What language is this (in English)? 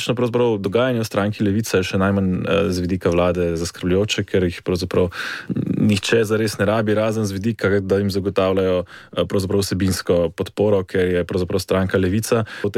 Slovenian